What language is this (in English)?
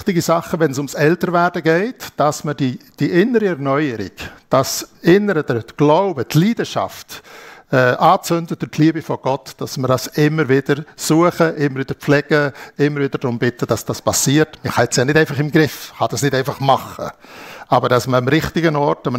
Swiss German